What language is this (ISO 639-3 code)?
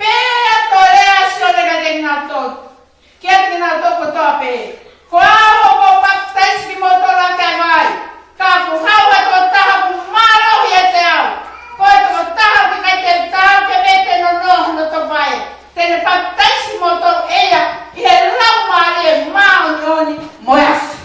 ton